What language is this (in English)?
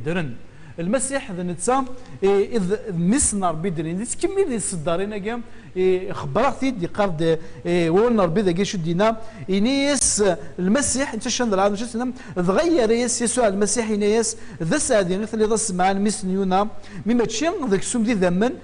Kabyle